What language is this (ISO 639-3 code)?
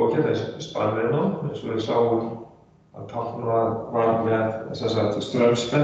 isl